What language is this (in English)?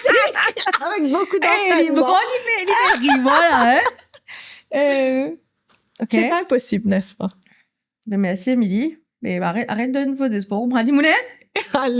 Morisyen